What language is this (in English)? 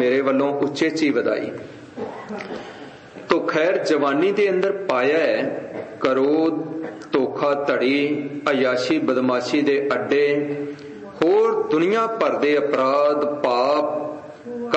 Punjabi